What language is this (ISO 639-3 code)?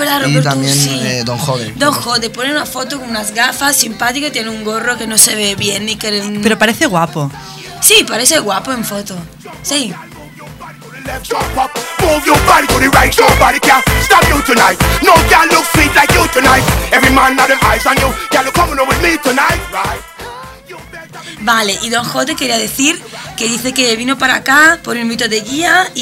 spa